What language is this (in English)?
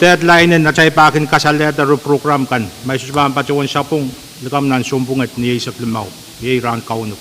Pohnpeian